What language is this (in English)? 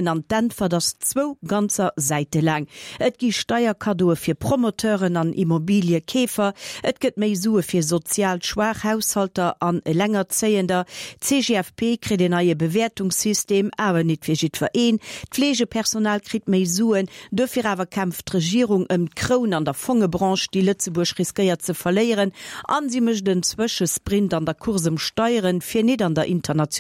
Luxembourgish